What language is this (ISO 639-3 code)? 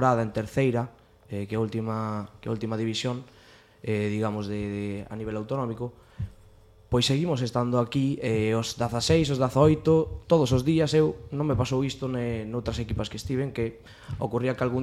glg